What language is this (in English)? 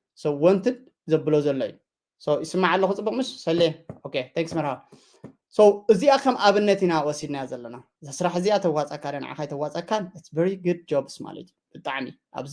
Tigrinya